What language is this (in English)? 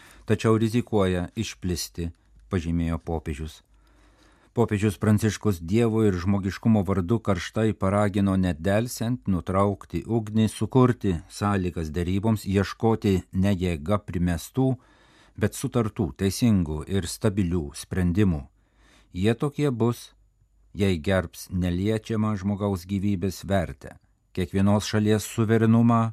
Lithuanian